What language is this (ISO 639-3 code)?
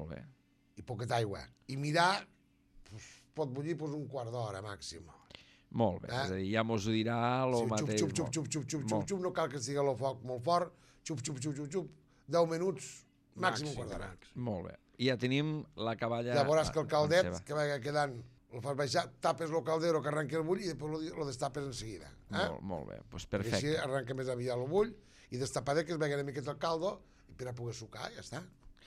cat